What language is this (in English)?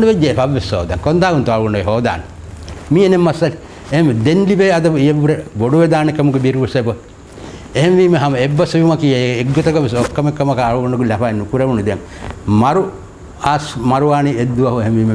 Divehi